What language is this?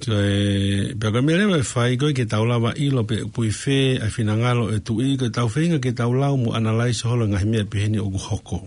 Tongan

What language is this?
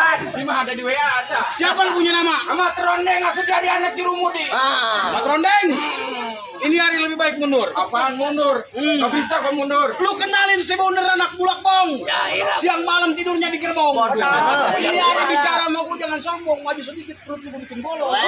Betawi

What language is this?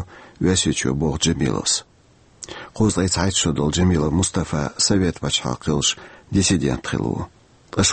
Chechen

